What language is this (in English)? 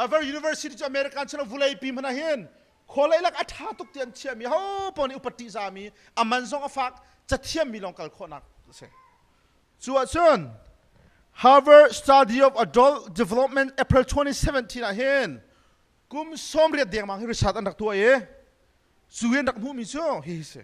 Hakha Chin